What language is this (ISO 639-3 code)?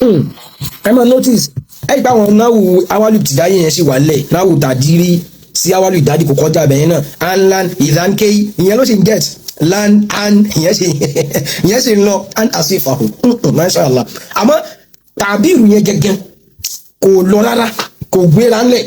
yor